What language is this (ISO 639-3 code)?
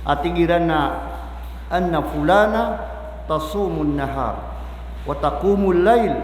mrw